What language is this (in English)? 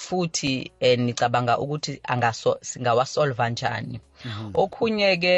South Ndebele